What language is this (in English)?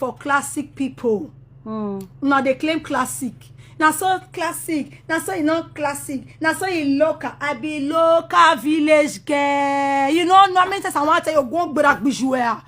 Nigerian Pidgin